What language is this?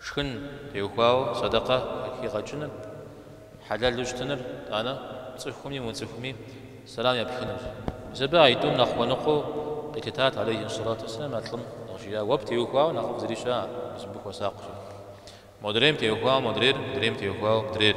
Kabardian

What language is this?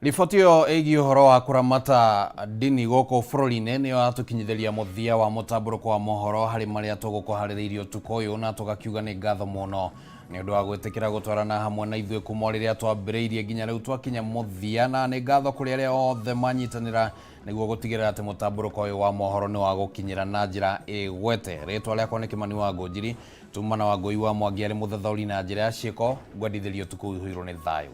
Kikuyu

